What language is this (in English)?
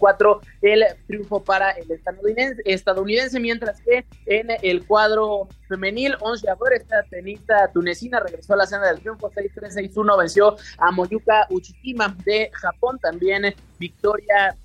Spanish